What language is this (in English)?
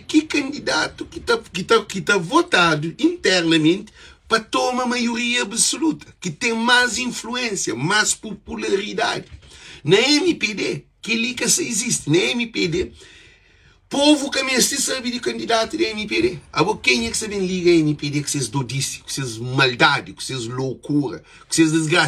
Kabuverdianu